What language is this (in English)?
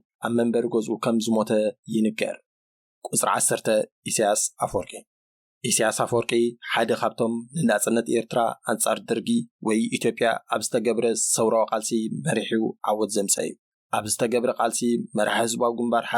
Tigrinya